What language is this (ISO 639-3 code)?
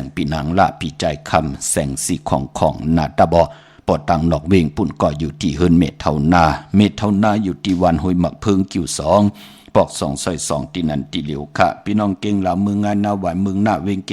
shn